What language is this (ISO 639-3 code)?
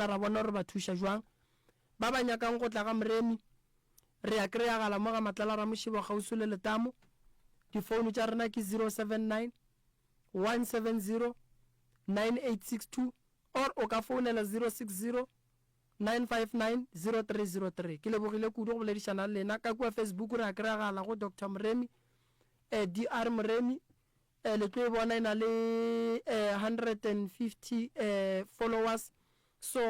nso